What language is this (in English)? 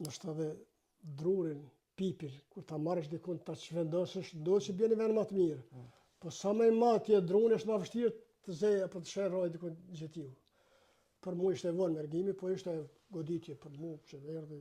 Albanian